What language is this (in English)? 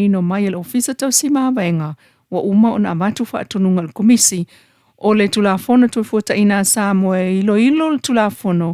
Samoan